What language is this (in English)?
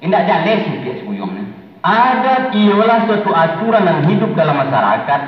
Minangkabau